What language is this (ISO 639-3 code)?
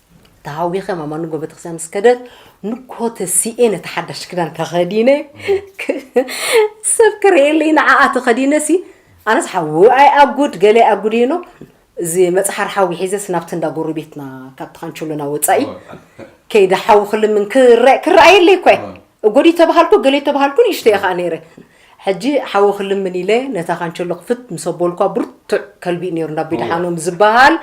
tir